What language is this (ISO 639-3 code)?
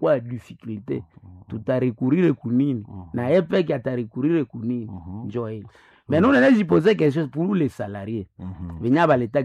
swa